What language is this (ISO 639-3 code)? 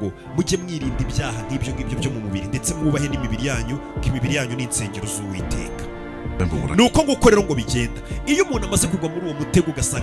kin